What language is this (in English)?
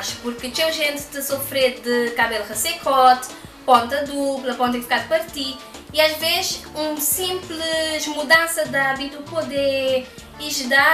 Kabuverdianu